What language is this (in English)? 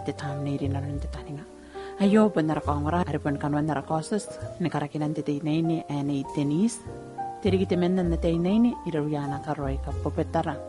Gilbertese